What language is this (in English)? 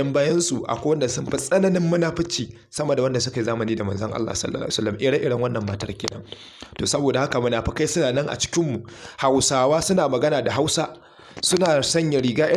Hausa